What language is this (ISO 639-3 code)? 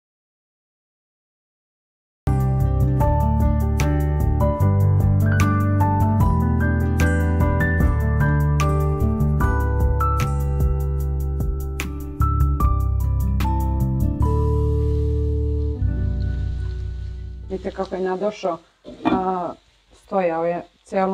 hrv